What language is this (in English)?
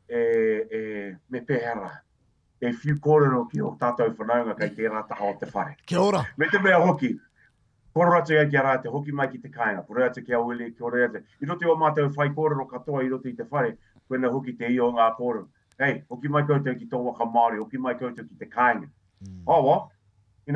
Māori